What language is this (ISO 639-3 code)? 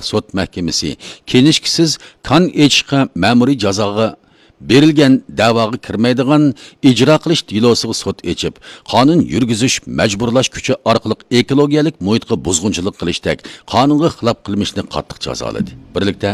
uig